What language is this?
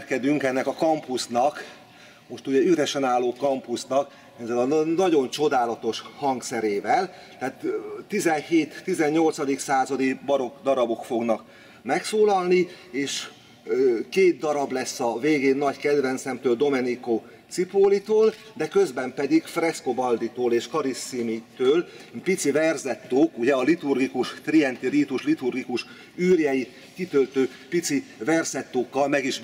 Hungarian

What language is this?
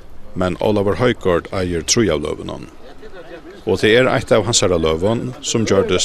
Faroese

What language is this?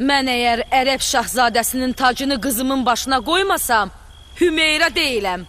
Azerbaijani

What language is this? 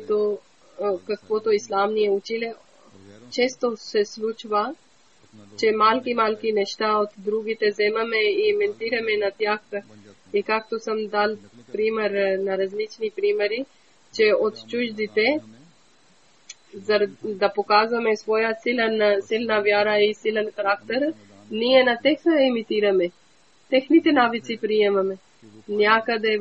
Bulgarian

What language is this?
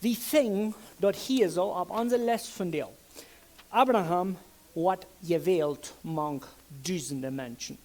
Plautdietsch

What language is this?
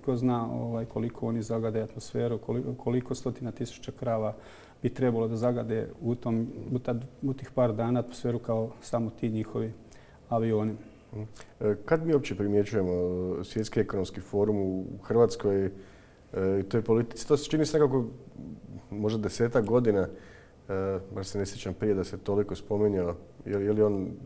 Croatian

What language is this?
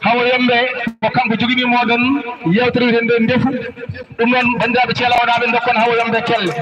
Fula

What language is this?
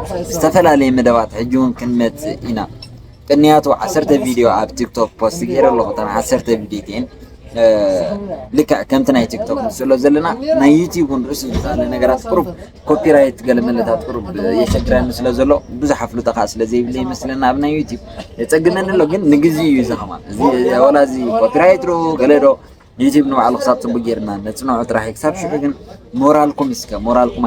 Tigrinya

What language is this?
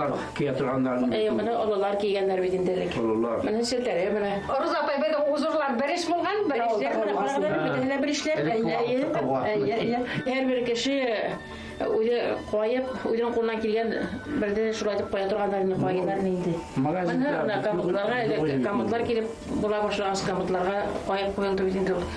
Bashkir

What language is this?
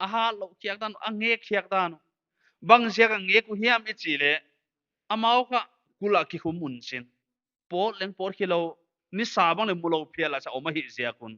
Paite Chin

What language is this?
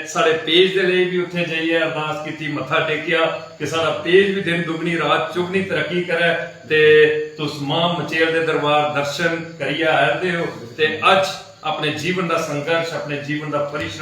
Dogri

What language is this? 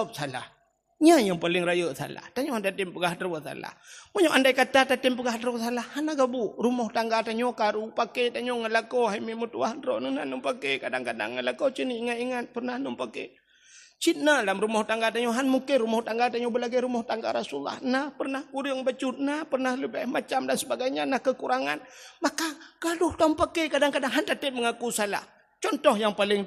Achinese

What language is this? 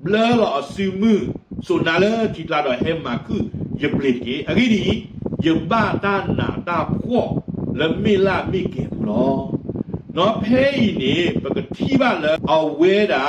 S'gaw Karen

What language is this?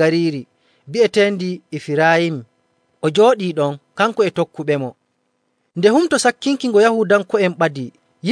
Nigerian Fulfulde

